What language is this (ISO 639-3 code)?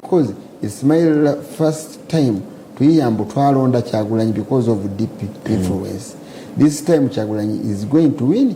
lug